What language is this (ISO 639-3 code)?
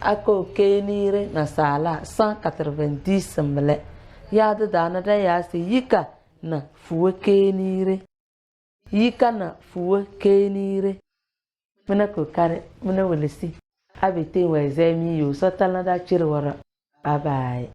kdh